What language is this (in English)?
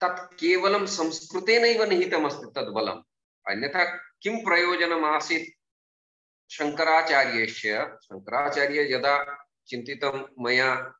Sanskrit